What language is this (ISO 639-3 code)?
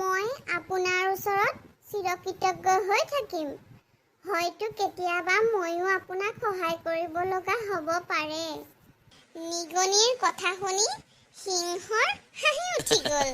asm